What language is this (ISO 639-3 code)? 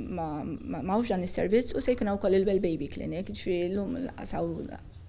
mlt